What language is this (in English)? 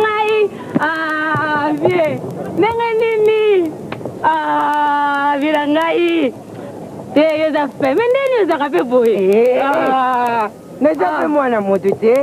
Lingala